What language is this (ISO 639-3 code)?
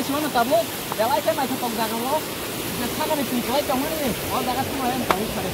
trp